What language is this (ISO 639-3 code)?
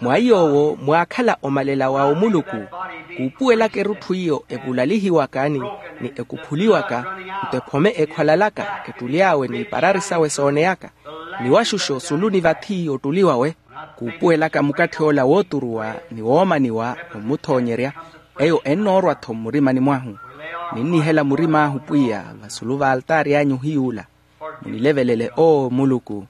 vmw